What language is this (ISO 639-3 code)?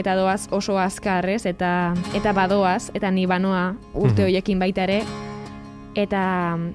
eus